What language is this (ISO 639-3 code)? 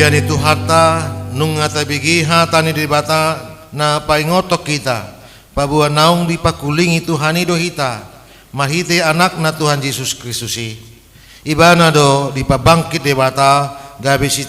bbc